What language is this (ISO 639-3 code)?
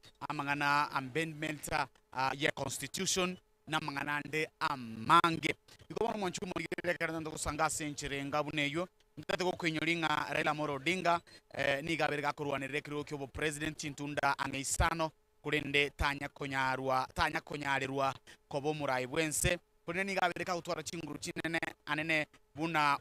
guz